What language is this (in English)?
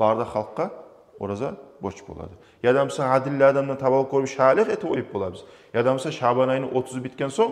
Kumyk